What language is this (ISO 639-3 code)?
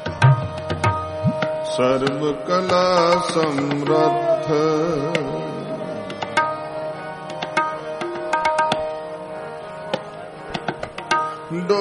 pan